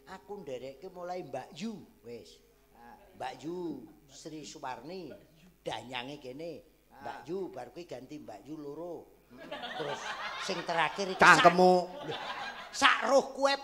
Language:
Javanese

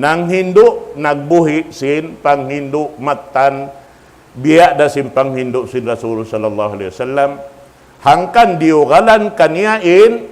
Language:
Tausug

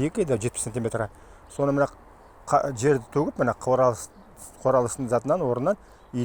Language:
Nogai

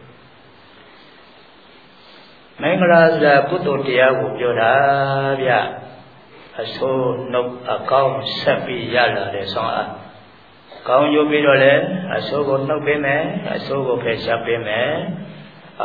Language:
Burmese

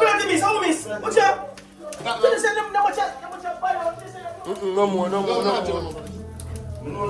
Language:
Jamaican Creole English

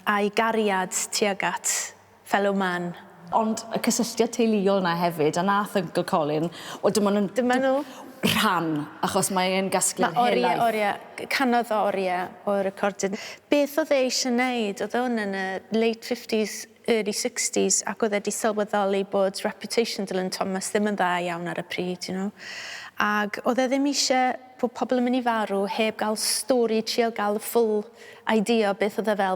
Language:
Welsh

